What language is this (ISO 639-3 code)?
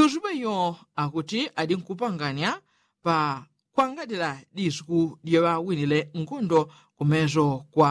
yao